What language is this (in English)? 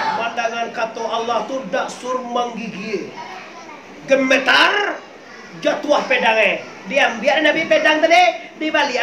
Minangkabau